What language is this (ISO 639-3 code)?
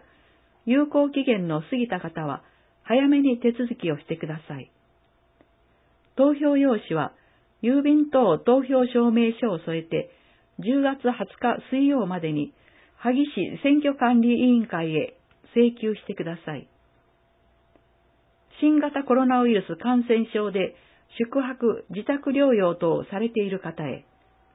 jpn